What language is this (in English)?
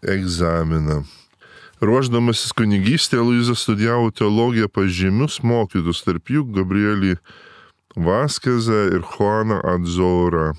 Lithuanian